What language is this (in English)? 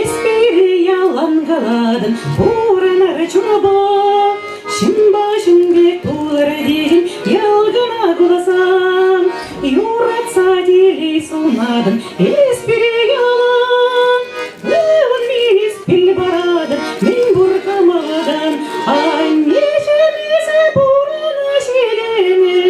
Chuvash